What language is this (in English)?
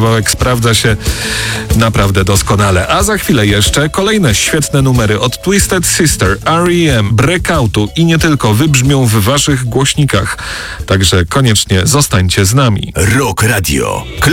Polish